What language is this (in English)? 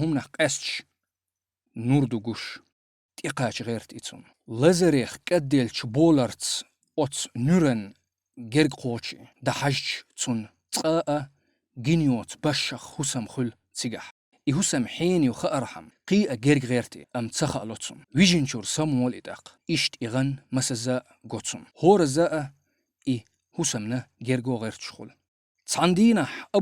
Chechen